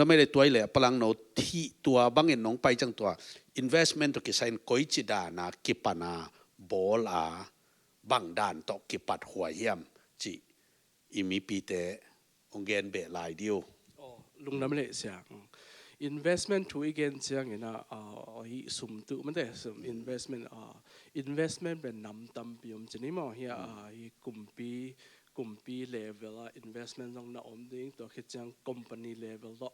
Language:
Tedim Chin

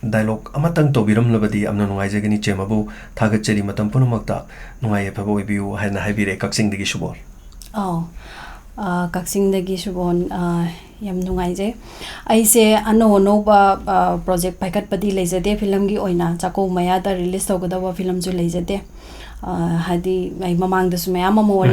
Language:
Manipuri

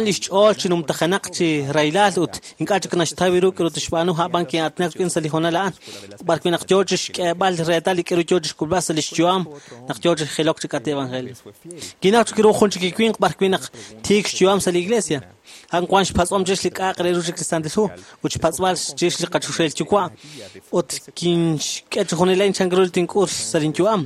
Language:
Kekchí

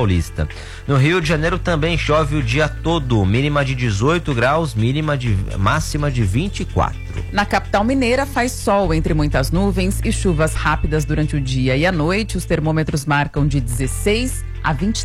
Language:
Portuguese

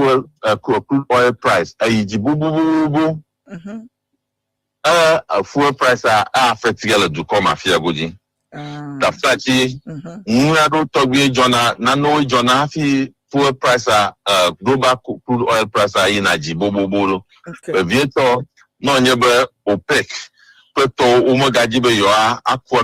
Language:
Ewe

